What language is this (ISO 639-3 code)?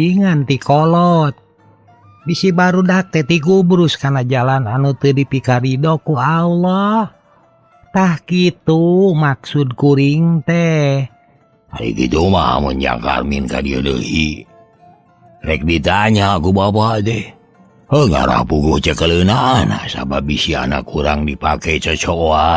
sun